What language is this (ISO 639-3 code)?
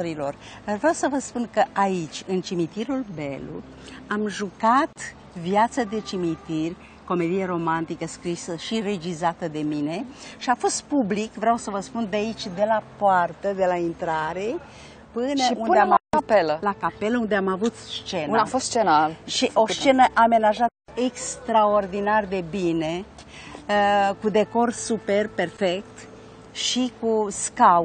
ron